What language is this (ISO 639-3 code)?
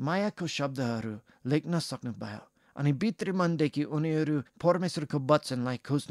nep